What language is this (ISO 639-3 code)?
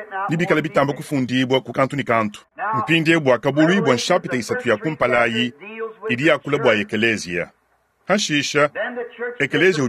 lua